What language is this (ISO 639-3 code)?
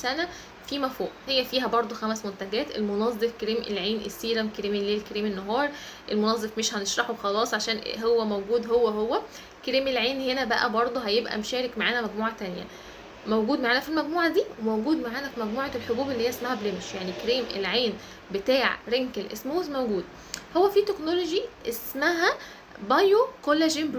arz